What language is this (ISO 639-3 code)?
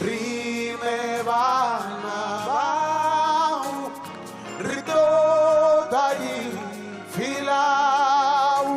ven